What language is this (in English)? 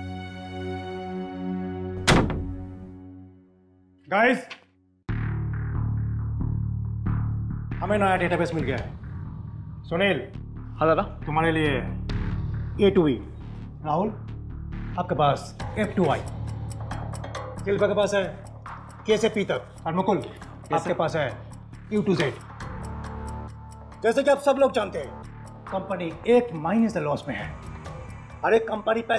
Hindi